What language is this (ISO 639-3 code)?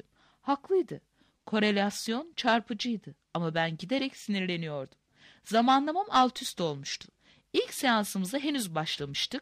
tur